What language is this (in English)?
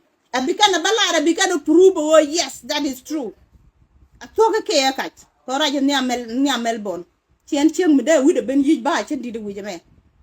Nuer